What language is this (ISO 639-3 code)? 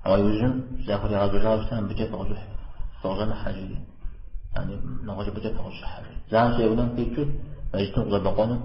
kbd